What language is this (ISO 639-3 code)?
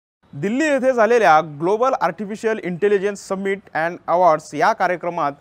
mar